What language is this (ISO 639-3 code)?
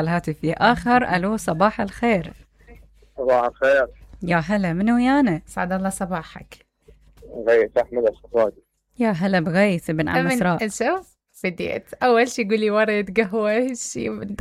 acm